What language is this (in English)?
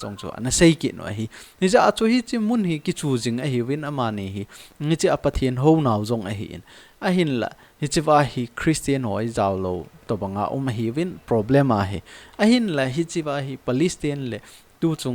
Thado Chin